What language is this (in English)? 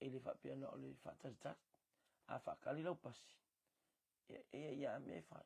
Samoan